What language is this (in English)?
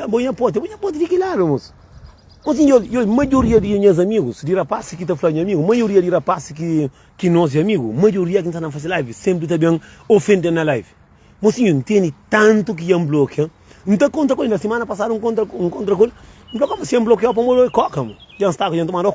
Kabuverdianu